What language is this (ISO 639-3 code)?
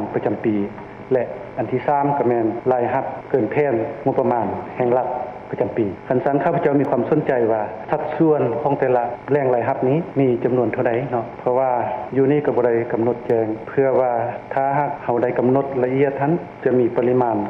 lao